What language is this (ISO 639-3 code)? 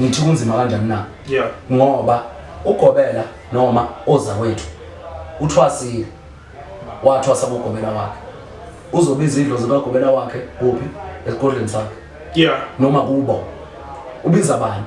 zul